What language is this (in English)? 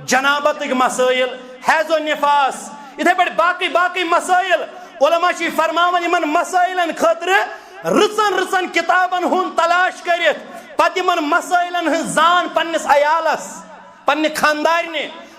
Kashmiri